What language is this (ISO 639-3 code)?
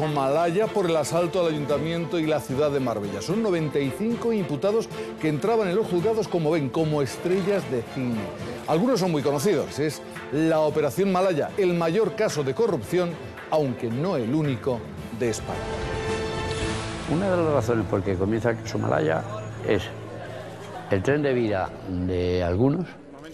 spa